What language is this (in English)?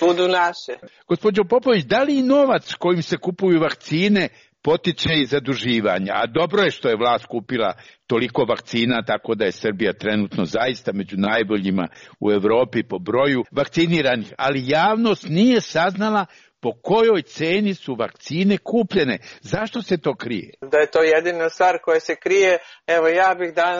Serbian